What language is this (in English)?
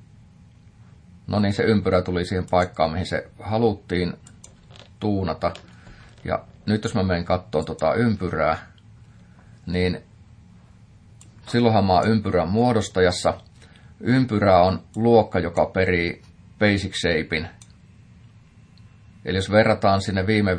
Finnish